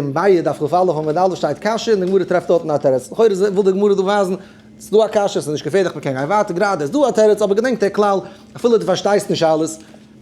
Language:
Yiddish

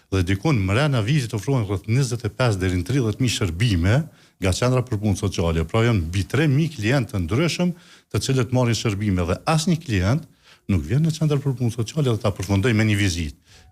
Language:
Albanian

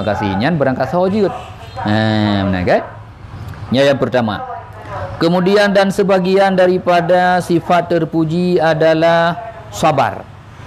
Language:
Achinese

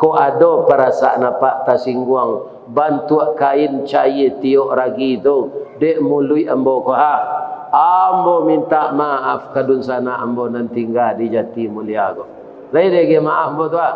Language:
Minangkabau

